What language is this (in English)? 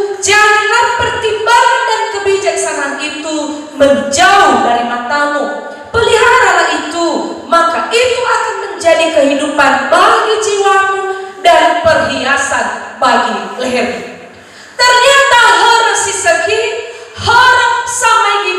Nias